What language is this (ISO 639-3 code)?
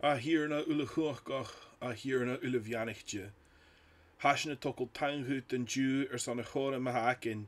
gla